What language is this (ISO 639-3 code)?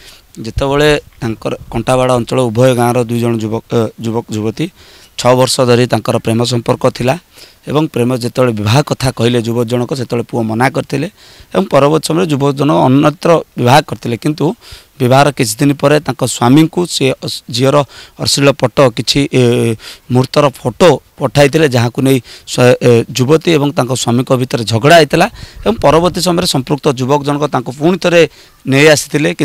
ori